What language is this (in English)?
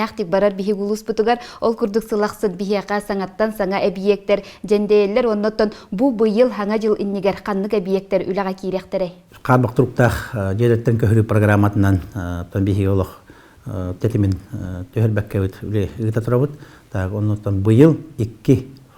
Yakut